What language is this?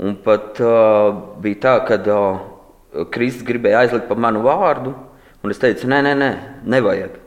Latvian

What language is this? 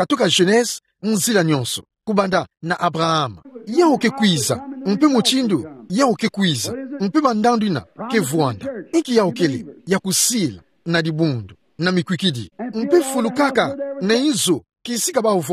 Kituba (Democratic Republic of Congo)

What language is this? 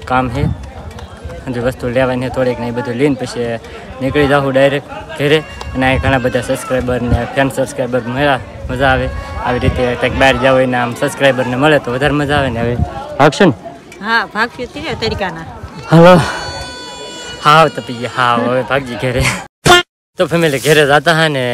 Gujarati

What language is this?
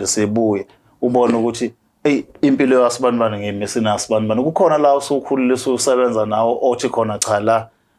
Zulu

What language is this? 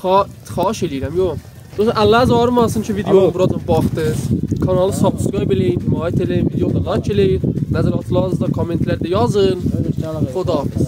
South Azerbaijani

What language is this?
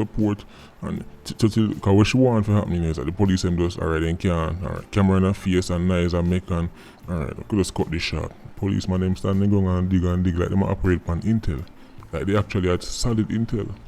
Jamaican Creole English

